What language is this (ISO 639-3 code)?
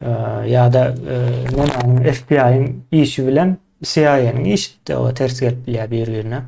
tuk